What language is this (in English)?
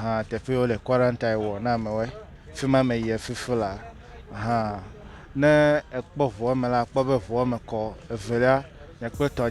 Ewe